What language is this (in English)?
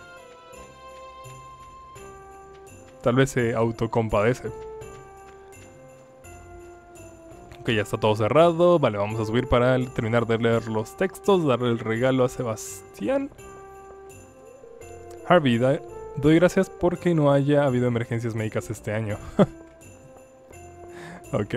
Spanish